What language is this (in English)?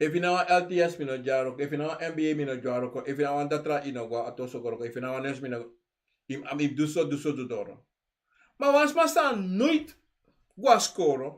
Sranan Tongo